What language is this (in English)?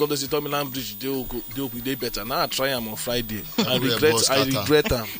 Nigerian Pidgin